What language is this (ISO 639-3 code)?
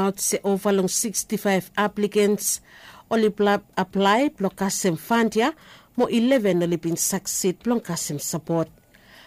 bis